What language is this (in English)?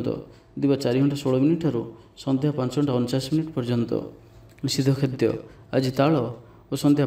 Odia